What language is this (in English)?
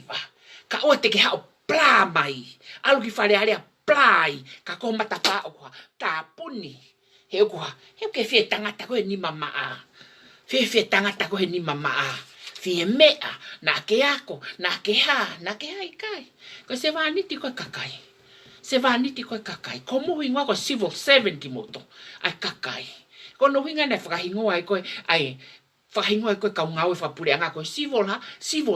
Tongan